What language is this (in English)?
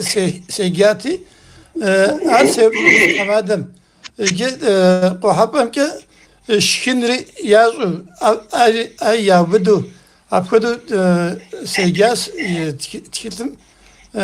Kabardian